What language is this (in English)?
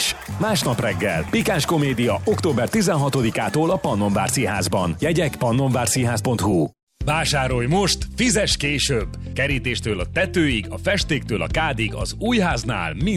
Hungarian